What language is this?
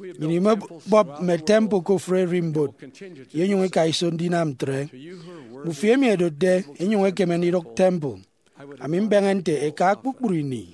Efik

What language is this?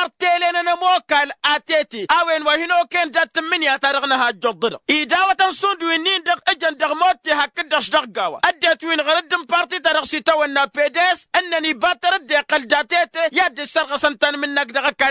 Tamasheq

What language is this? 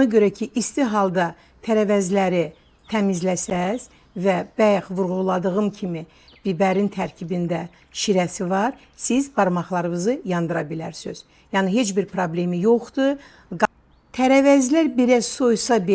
Azerbaijani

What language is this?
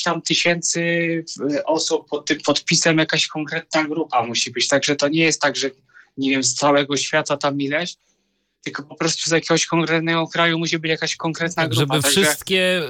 Polish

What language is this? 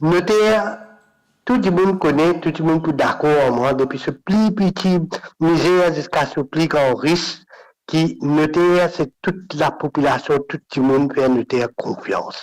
Morisyen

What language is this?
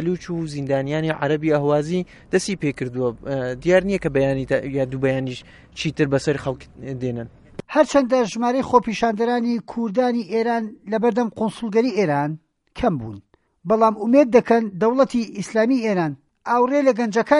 Central Kurdish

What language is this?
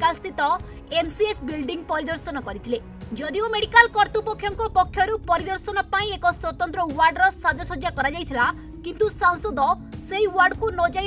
Odia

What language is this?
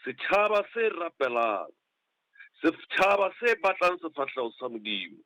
Southern Sotho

